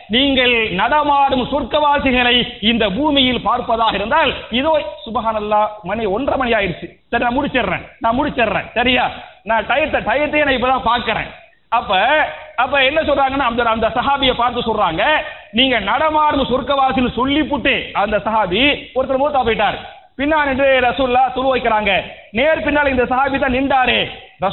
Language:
Tamil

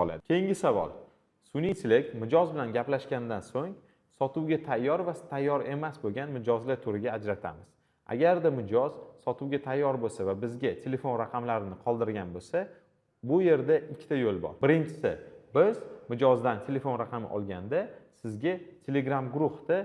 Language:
Uzbek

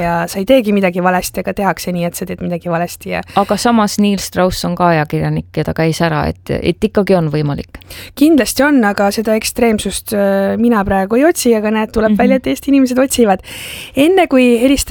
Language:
Estonian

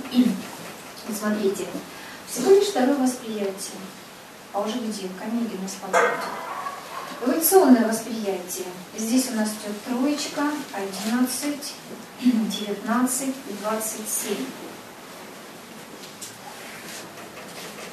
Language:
Russian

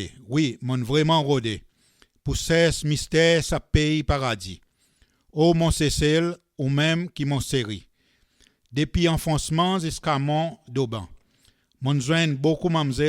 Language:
Seselwa Creole French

